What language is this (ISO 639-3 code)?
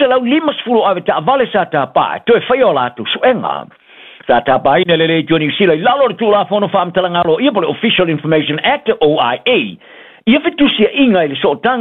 smo